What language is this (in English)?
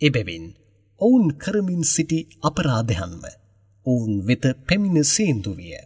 Sinhala